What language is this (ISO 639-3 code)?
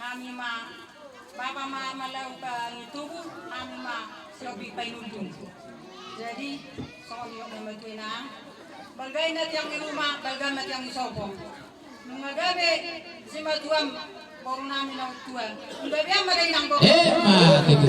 bbc